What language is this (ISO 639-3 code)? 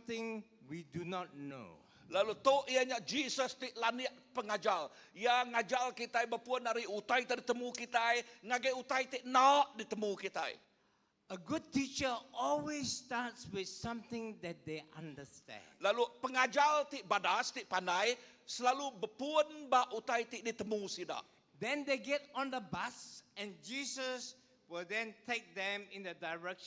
iba